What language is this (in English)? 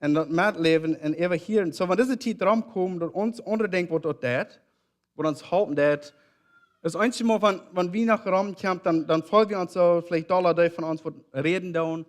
Plautdietsch